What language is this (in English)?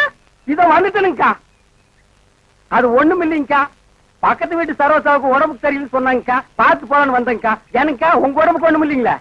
Tamil